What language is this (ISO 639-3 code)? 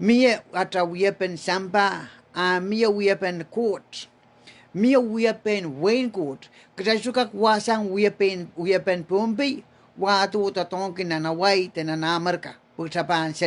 pon